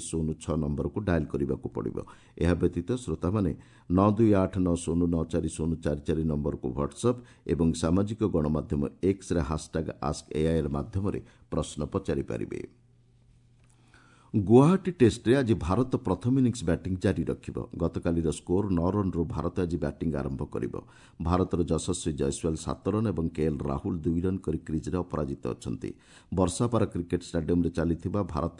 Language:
Odia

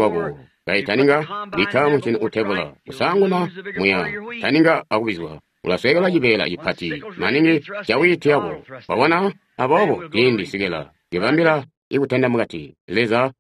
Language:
Tonga (Zambia)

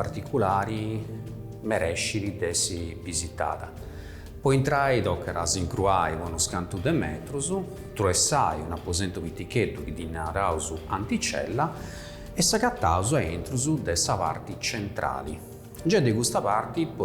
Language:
Sardinian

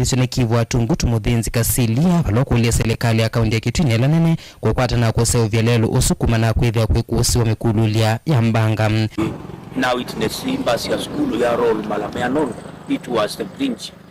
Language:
Kamba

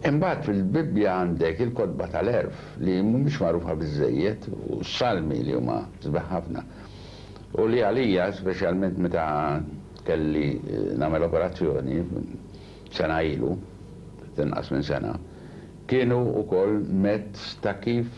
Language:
Maltese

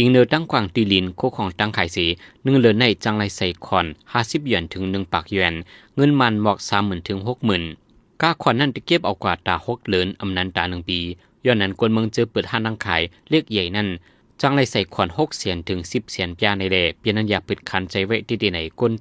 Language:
Shan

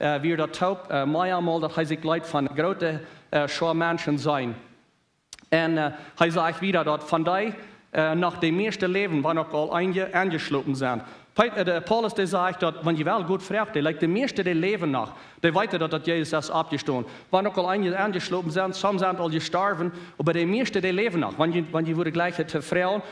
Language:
Plautdietsch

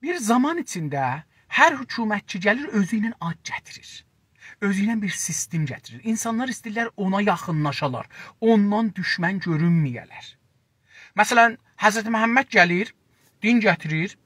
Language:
South Azerbaijani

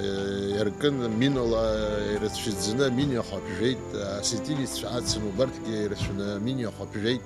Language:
Abkhazian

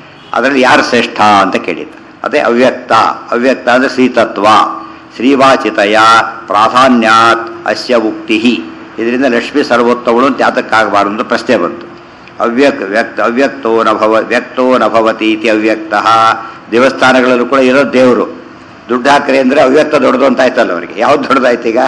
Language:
Kannada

